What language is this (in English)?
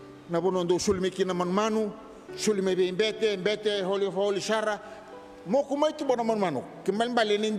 Fijian